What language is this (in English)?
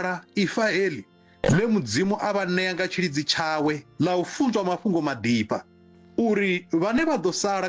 Venda